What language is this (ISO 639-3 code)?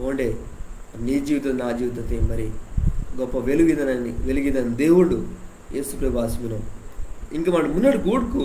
kff